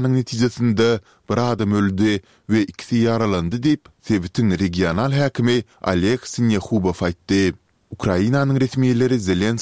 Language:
Turkmen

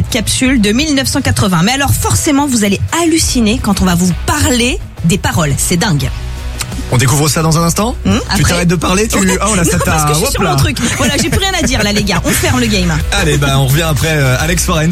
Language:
French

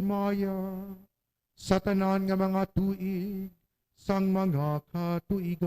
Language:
Hiligaynon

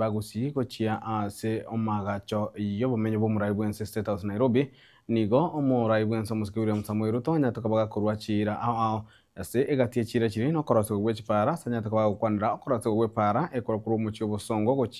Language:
Gusii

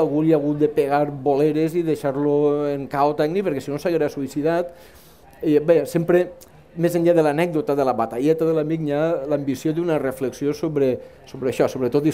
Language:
Catalan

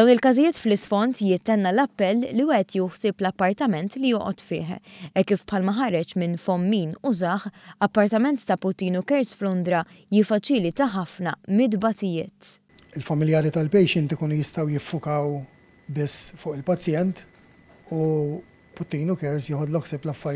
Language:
Maltese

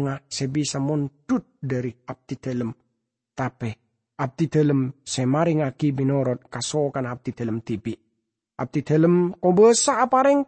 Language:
Madurese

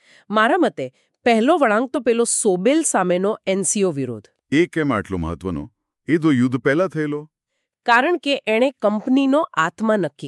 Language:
Gujarati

